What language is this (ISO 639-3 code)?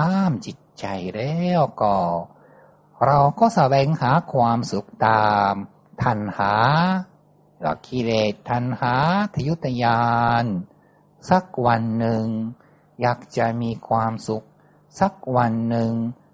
tha